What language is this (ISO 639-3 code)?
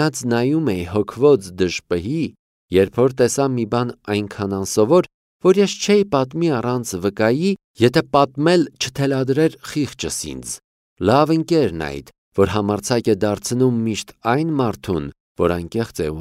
hye